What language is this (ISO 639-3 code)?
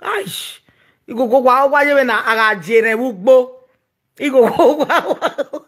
pcm